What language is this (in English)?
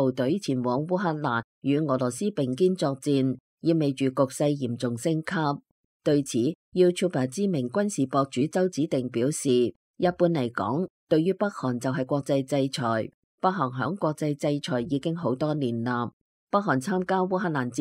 Cantonese